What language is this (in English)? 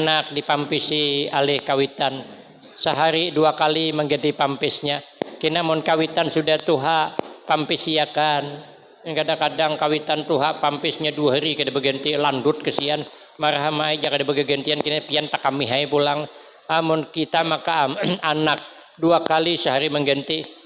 Banjar